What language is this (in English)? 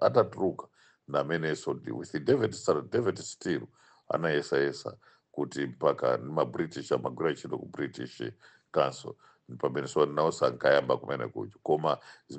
Nyanja